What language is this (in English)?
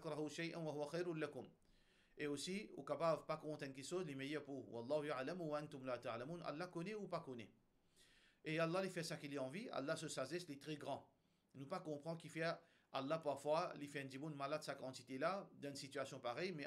Morisyen